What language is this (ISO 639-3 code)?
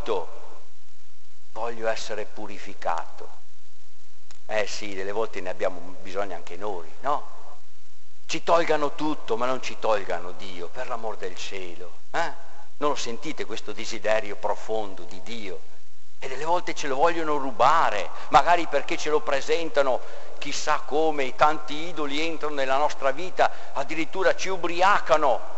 ita